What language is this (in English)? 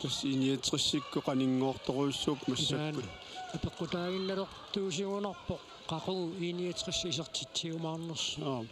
Kalaallisut